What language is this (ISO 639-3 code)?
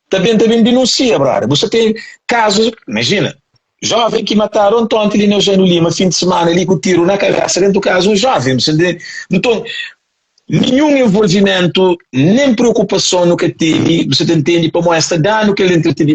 kea